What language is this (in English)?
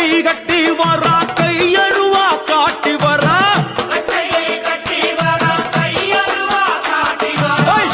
Tamil